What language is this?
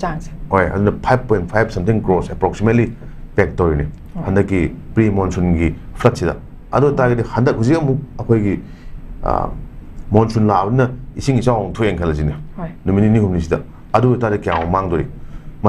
Manipuri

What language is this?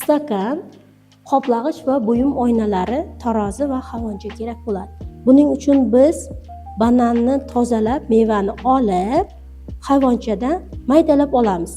Uzbek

